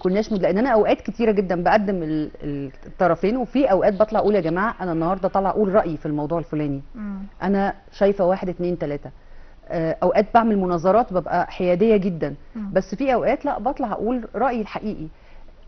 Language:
Egyptian Arabic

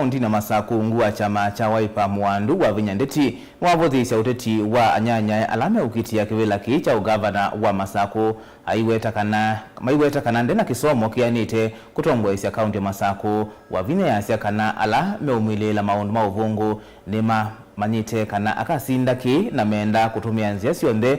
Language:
Kamba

